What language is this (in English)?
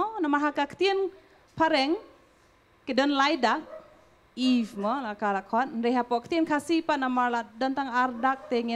Khasi